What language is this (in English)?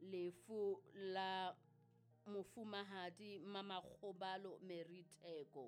Southern Sotho